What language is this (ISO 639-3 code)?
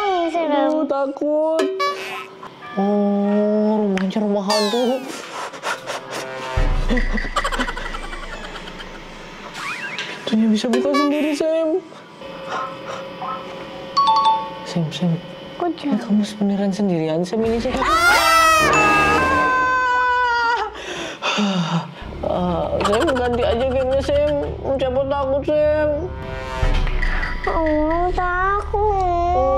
ind